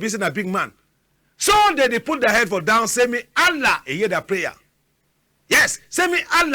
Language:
Cameroon Pidgin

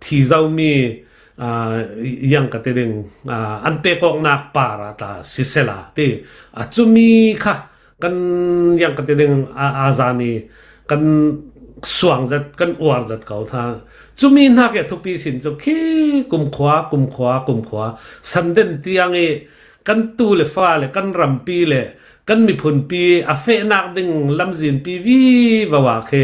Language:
Hakha Chin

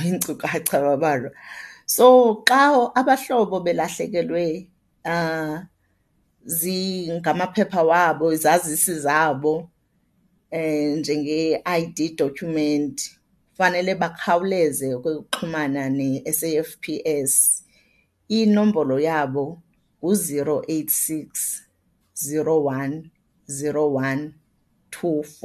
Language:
Xhosa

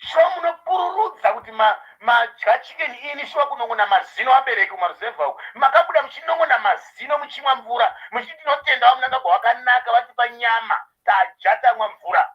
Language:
Shona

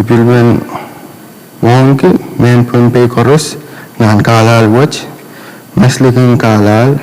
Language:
Pohnpeian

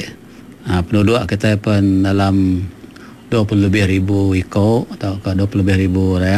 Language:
Iban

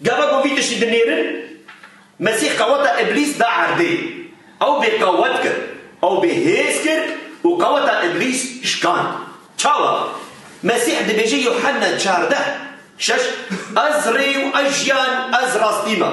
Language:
Kurdish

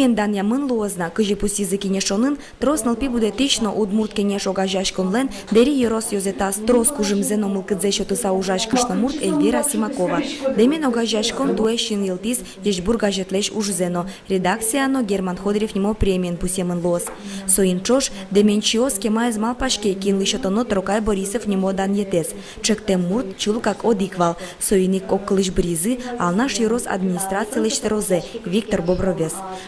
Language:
Udmurt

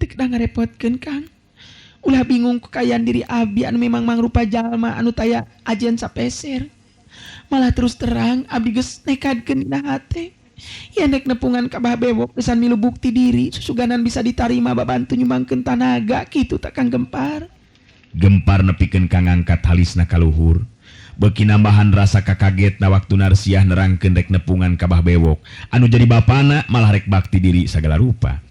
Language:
Sundanese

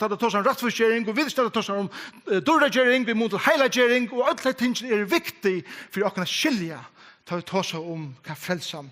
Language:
Faroese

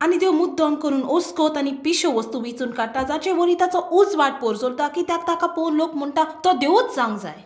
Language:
Konkani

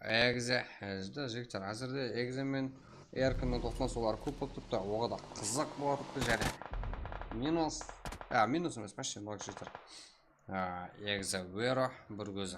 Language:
Kara-Kalpak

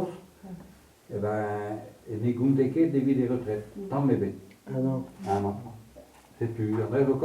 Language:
Breton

